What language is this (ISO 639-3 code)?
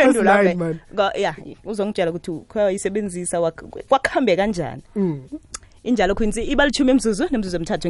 nbl